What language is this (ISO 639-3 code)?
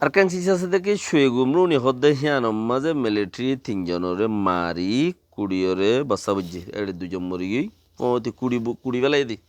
rhg